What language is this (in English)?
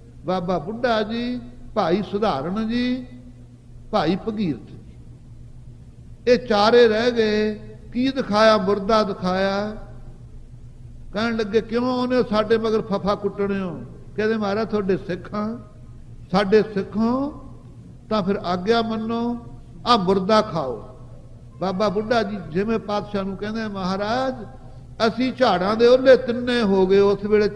Punjabi